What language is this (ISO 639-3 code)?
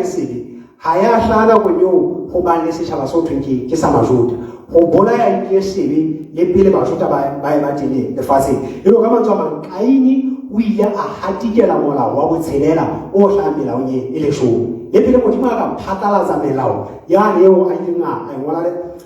sot